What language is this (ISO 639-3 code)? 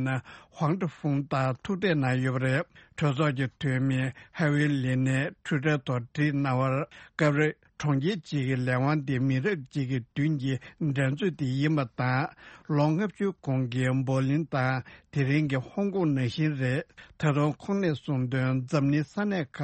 bod